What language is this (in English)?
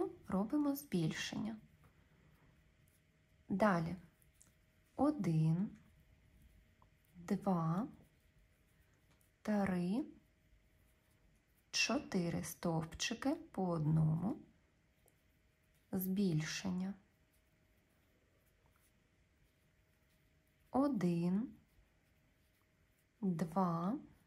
Ukrainian